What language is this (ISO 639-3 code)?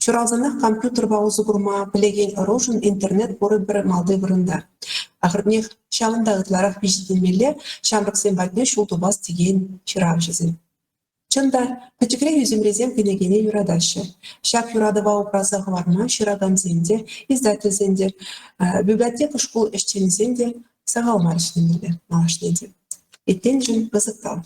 chv